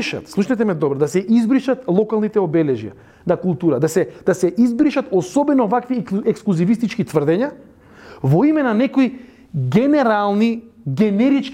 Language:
Macedonian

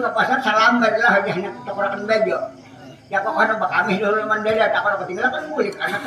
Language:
Banjar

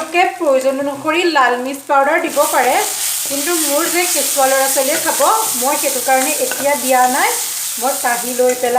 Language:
Assamese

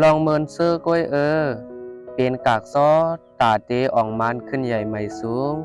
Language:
Shan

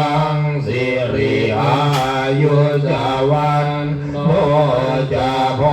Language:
Pali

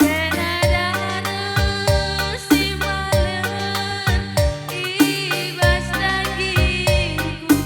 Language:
Batak Karo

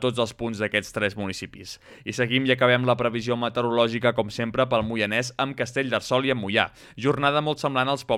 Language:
Catalan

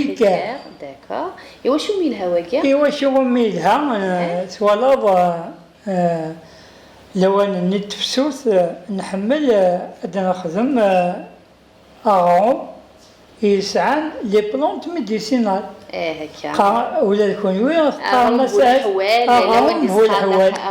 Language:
Kabyle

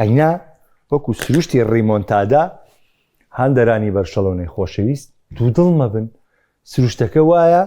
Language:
Central Kurdish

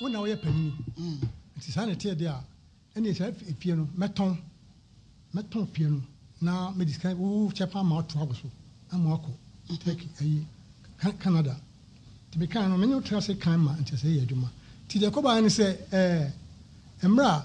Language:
Akan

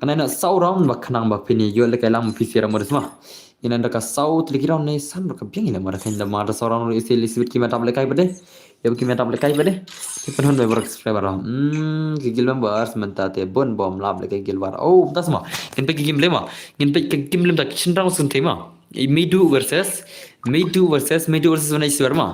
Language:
Khasi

